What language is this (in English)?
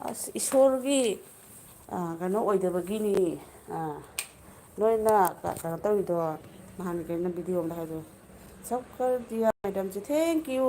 Manipuri